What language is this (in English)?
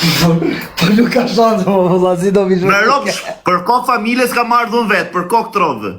Albanian